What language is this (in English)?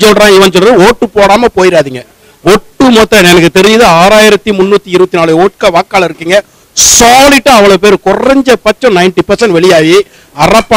Tamil